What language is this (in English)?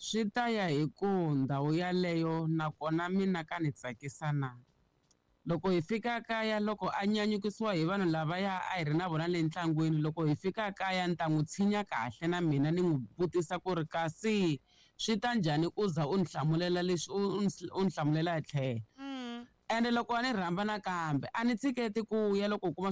Tsonga